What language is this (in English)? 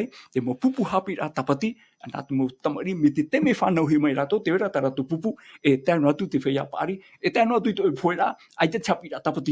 Tahitian